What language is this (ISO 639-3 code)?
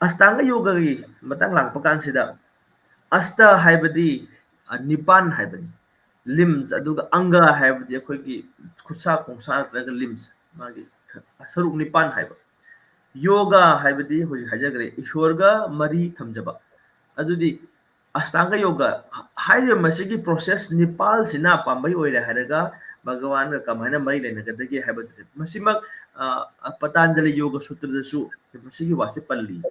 mni